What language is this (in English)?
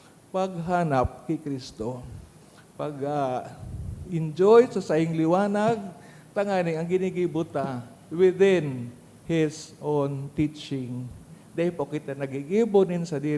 Bikol